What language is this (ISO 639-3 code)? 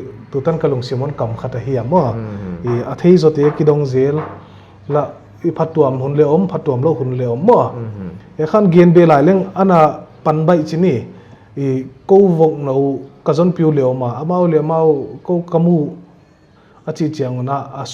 pck